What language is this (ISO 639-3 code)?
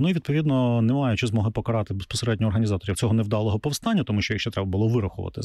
ukr